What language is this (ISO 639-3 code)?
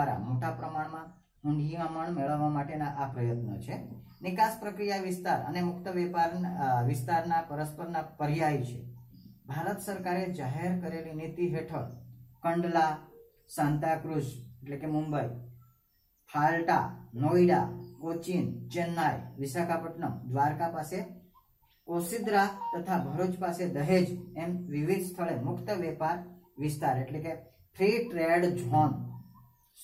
guj